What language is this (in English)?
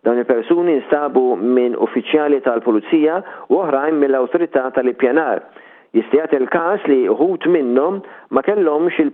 Maltese